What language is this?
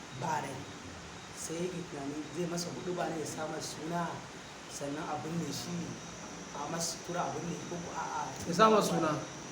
Hausa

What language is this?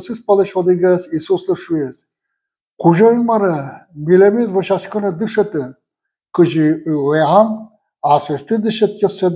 Udmurt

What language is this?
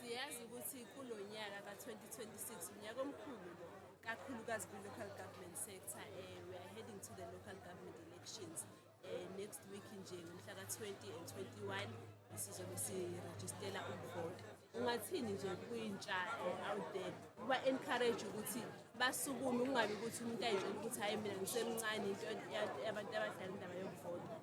Zulu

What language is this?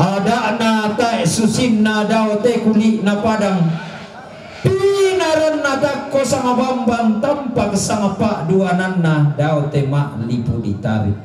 Toraja-Sa'dan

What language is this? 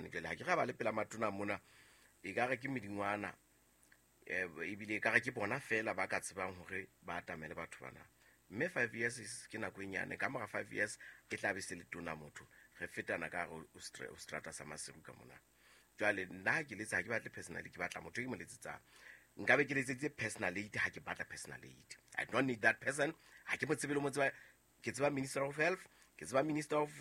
Southern Sotho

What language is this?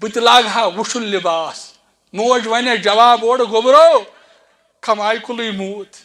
Kashmiri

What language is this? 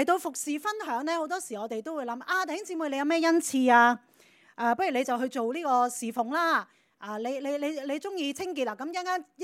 Cantonese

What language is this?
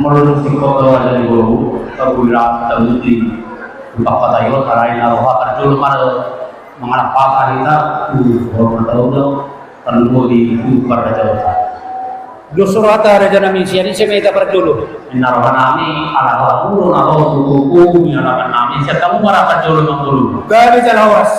Batak Toba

